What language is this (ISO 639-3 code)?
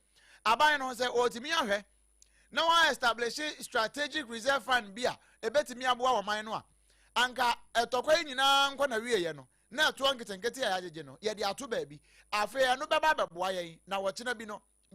aka